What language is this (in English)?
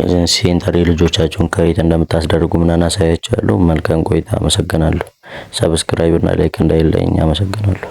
Amharic